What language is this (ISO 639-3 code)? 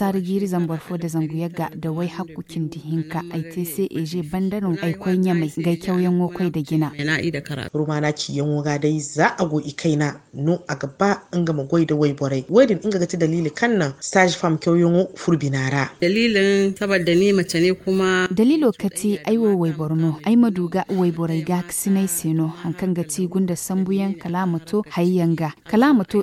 dje